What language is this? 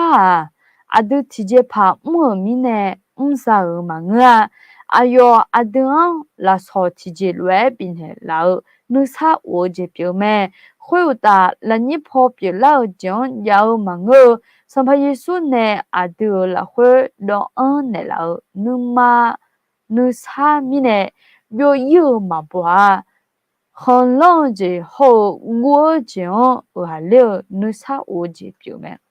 Akha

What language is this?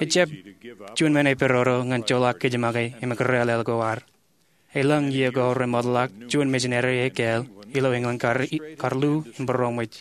Marshallese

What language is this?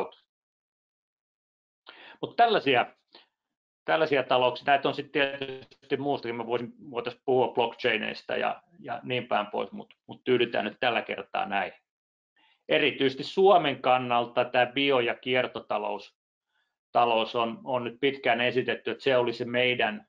Finnish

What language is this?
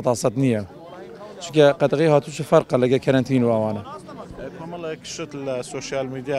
Central Kurdish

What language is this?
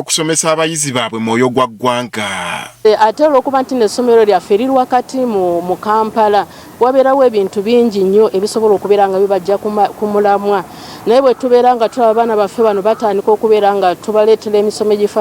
Ganda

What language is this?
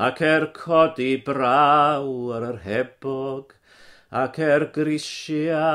Welsh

